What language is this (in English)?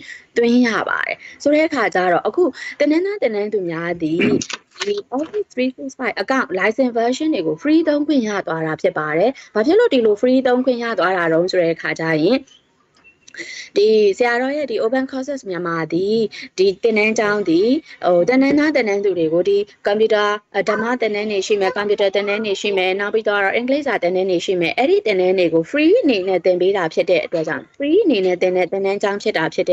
Burmese